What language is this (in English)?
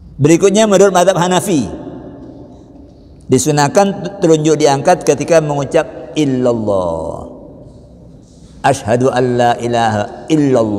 Indonesian